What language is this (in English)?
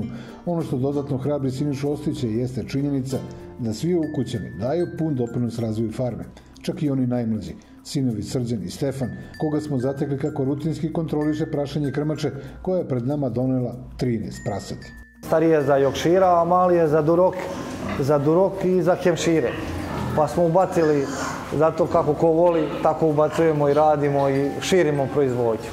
Serbian